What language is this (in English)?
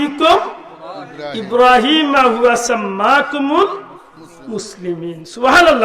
Sylheti